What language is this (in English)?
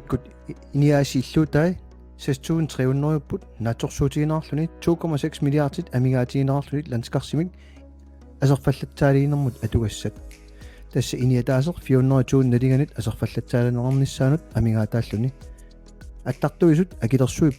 Kalaallisut